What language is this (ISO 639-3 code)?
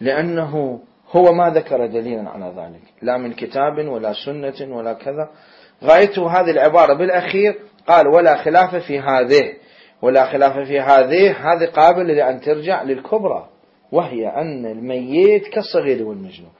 acm